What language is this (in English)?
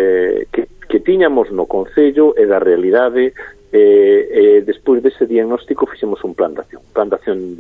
Galician